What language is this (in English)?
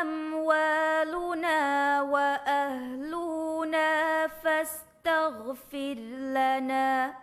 Divehi